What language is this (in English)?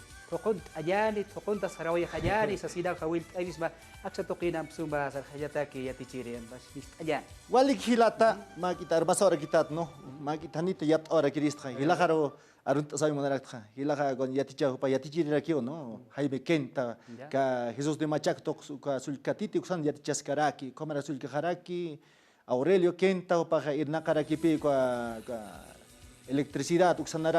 Aymara